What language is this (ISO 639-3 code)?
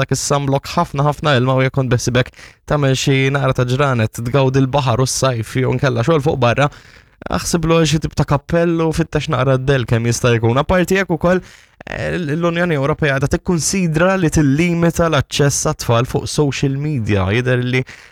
mlt